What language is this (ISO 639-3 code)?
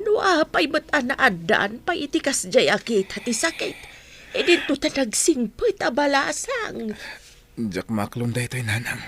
ilo